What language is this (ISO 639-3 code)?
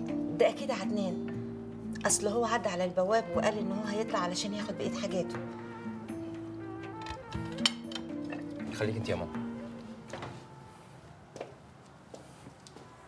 arz